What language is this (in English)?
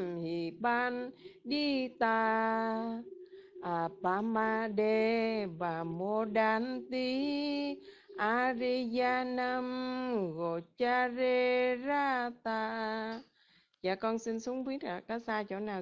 Vietnamese